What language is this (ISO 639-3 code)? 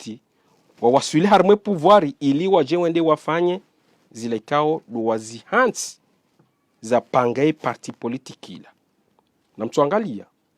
zdj